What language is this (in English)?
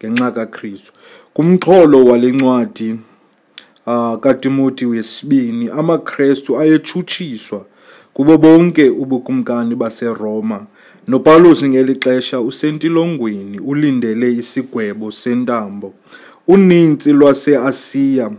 Xhosa